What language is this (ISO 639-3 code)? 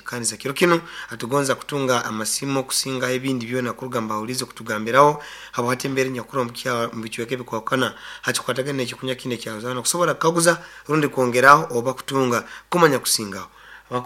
nyn